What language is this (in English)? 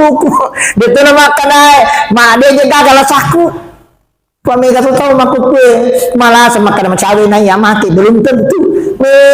Buginese